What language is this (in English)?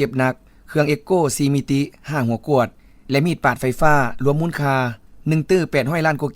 Lao